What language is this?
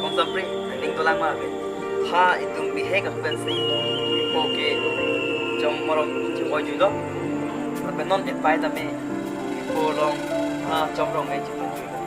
Karbi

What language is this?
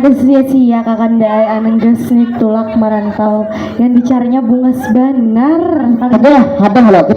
Banjar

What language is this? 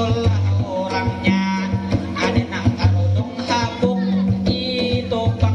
Banjar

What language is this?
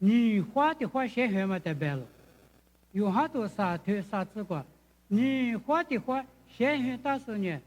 Lisu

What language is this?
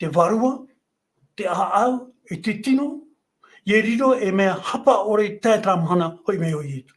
Tahitian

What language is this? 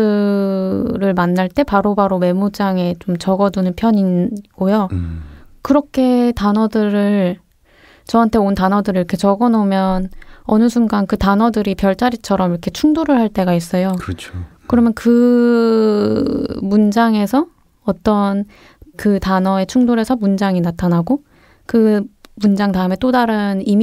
Korean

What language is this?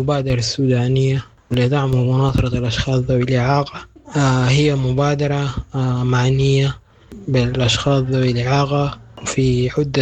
Sudanese Arabic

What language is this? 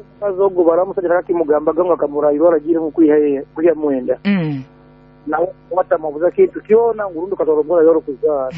Nyoro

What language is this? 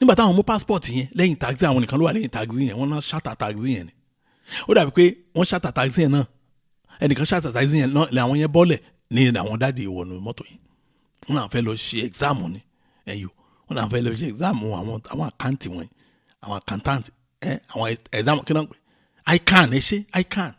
Yoruba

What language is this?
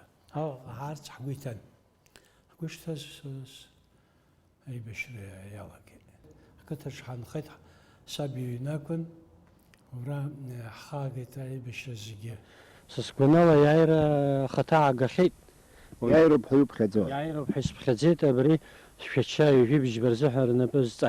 Abkhazian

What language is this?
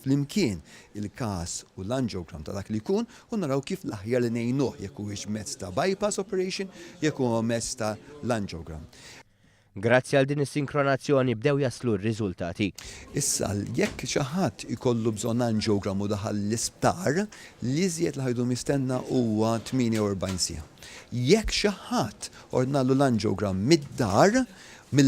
Maltese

